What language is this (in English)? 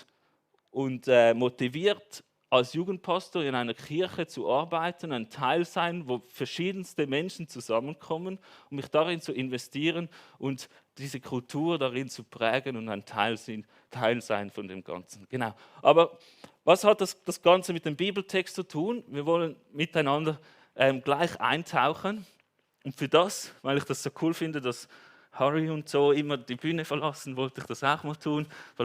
Swiss German